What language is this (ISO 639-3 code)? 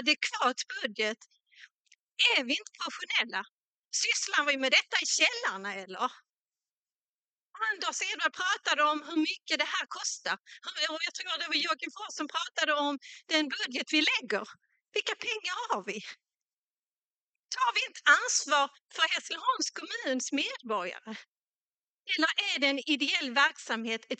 swe